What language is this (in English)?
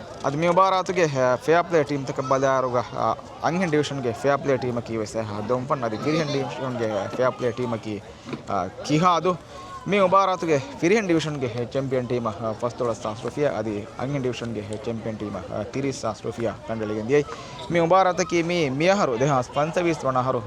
Divehi